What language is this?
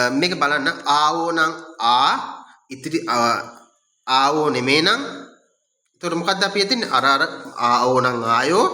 Sinhala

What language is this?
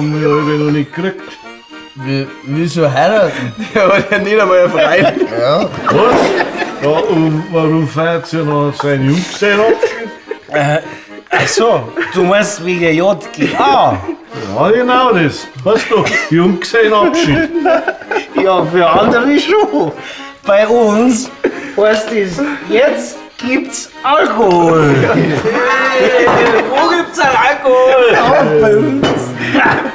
Bavarian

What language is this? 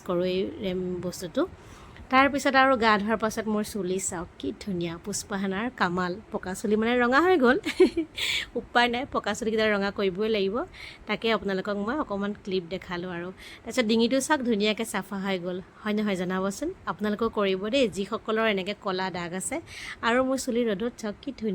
Assamese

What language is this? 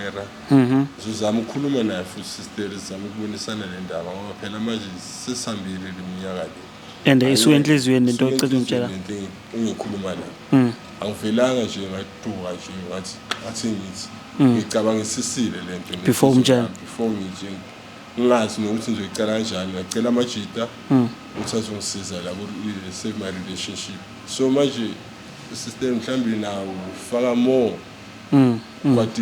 Zulu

